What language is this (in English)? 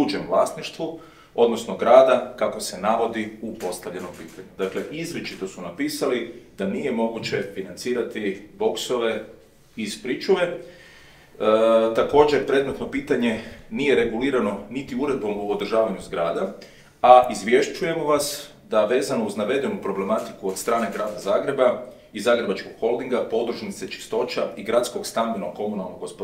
Croatian